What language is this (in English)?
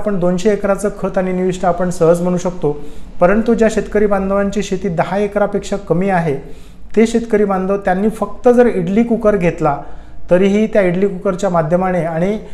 Marathi